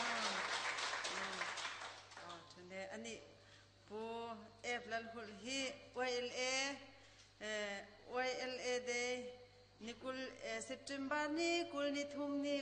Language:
Hakha Chin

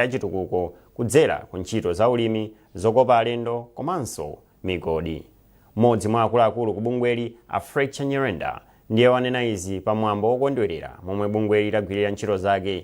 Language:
Nyanja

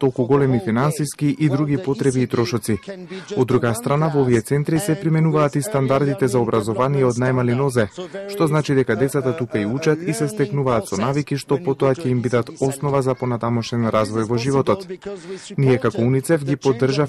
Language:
Macedonian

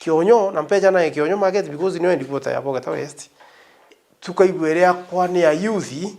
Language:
Meru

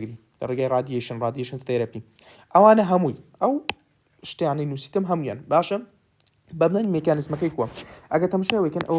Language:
Central Kurdish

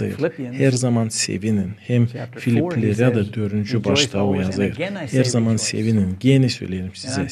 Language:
Gagauz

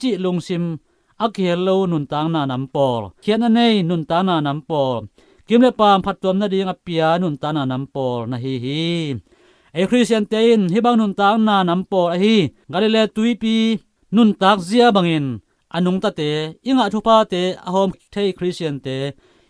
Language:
Tedim Chin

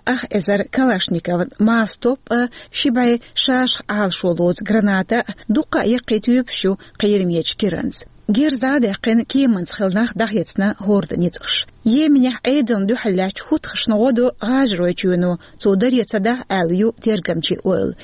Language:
Chechen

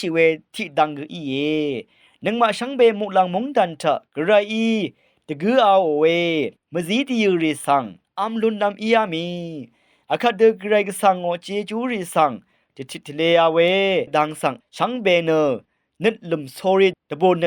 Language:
Rawang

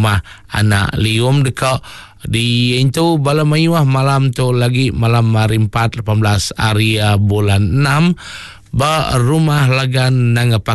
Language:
Iban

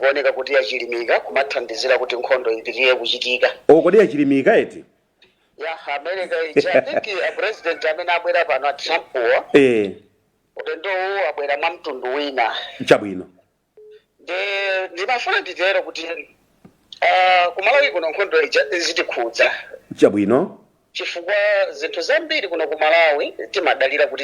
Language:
Nyanja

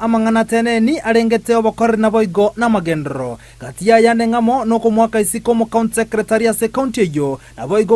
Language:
Gusii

